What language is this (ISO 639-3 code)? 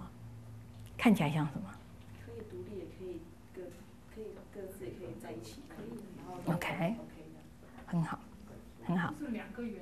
zho